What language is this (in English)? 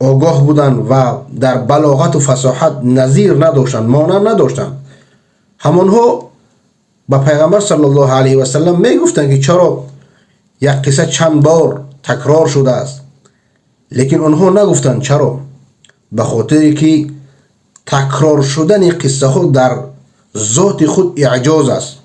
Persian